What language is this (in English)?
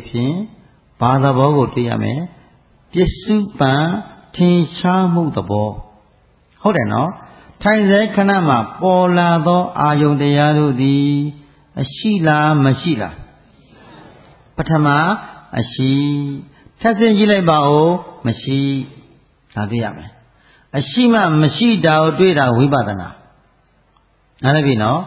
Burmese